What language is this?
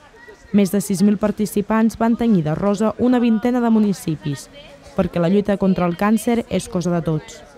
Catalan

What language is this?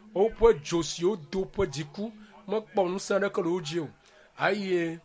Ewe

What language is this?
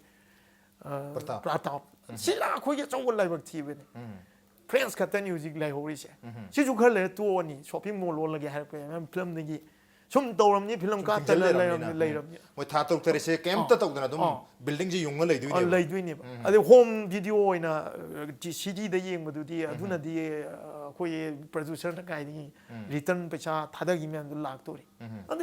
Manipuri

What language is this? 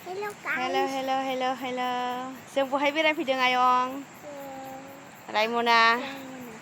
Bodo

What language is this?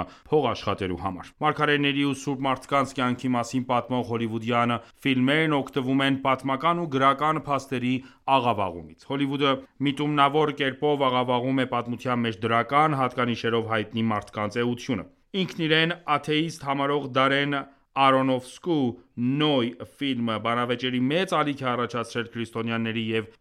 Armenian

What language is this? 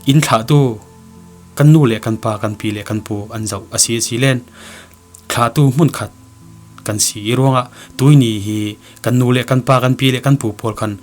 Falam Chin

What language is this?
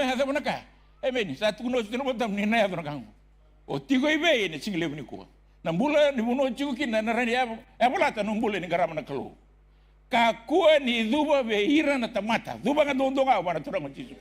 Fijian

